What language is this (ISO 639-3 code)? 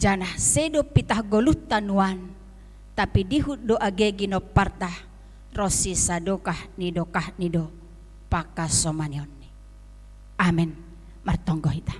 bts